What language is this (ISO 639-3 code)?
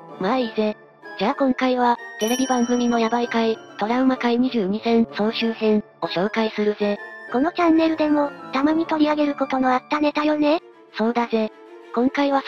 jpn